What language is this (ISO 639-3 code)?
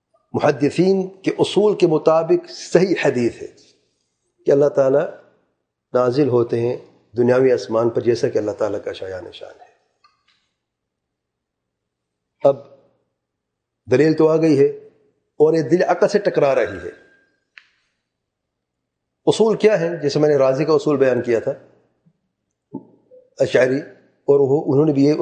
urd